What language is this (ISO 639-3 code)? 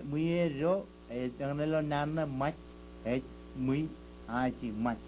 mah